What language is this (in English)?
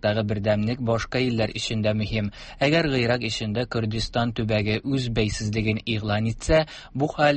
Tatar